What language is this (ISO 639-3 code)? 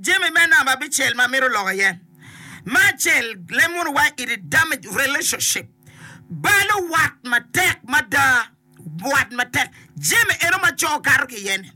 ach